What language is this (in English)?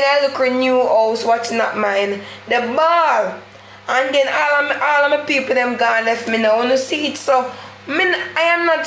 Jamaican Creole English